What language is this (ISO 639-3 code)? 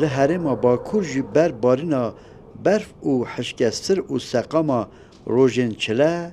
kur